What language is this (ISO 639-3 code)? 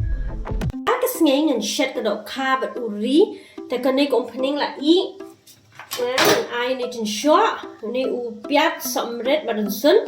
kha